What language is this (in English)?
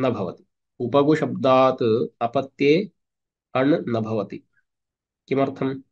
Sanskrit